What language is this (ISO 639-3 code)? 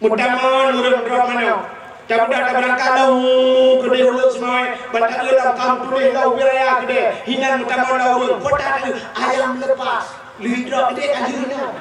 ace